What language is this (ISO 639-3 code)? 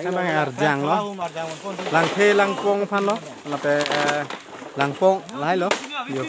mjw